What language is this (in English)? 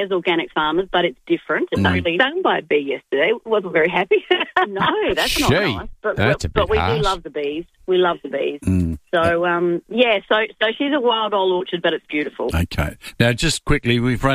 English